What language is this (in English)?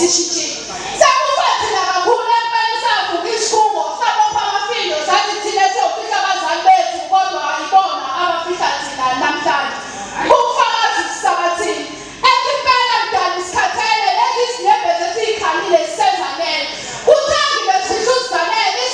Zulu